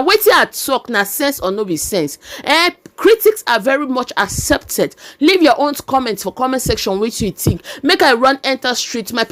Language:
Nigerian Pidgin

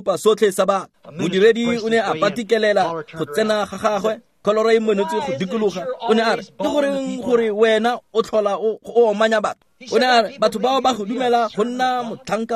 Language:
Tswana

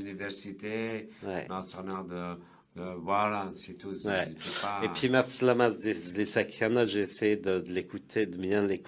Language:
Kabyle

